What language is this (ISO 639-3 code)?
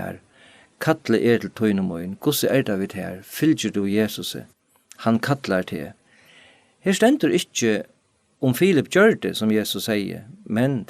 fao